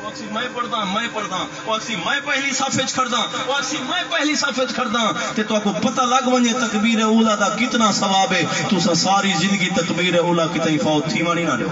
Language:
Saraiki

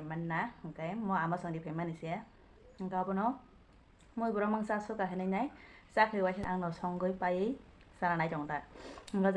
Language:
Kok Borok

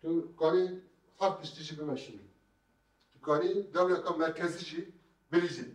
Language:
Kurdish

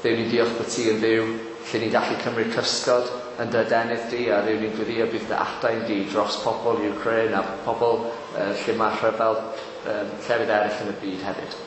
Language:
Welsh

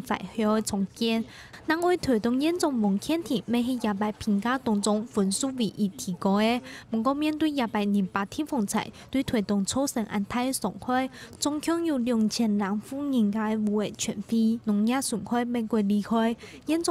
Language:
Hakka Chinese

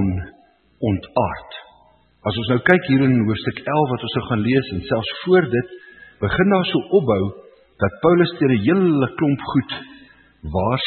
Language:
Afrikaans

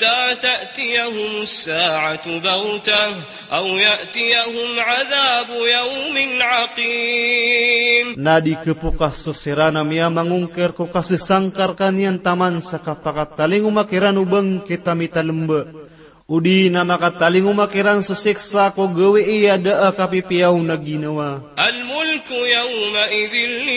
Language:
Maranao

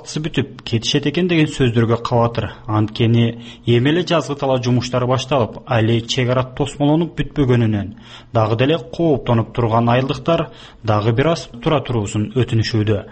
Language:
Kyrgyz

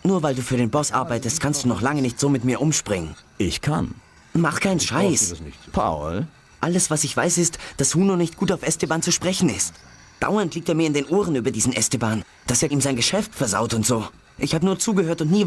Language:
Bavarian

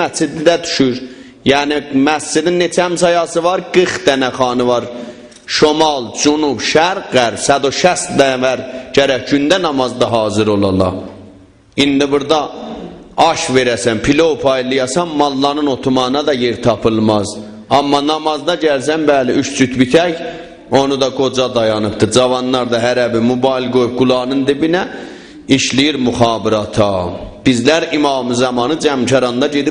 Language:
South Azerbaijani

